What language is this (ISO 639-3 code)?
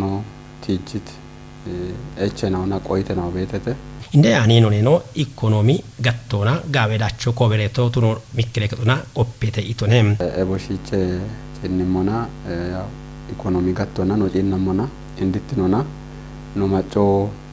kbr